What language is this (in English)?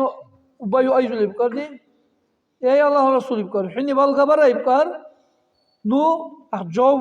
Dargwa